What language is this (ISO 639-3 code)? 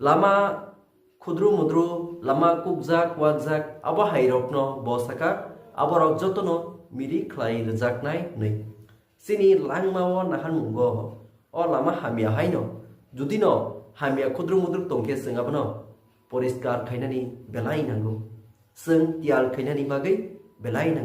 trp